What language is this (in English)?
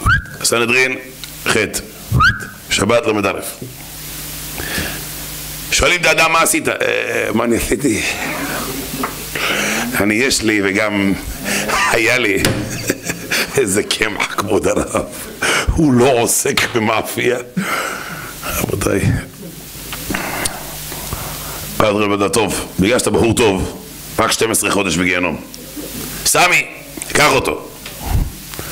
Hebrew